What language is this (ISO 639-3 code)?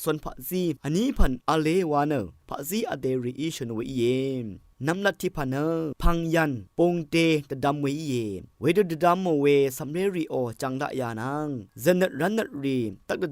raw